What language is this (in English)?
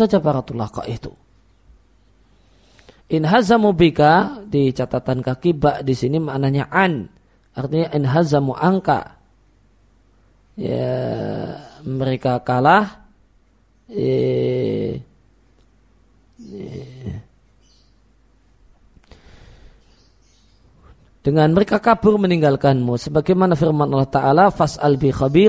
Indonesian